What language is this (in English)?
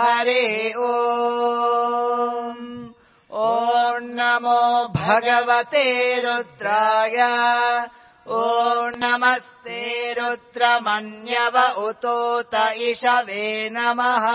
Sanskrit